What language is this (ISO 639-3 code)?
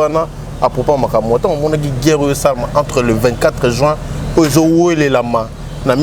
lin